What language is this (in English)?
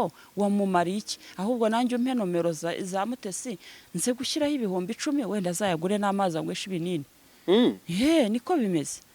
Kinyarwanda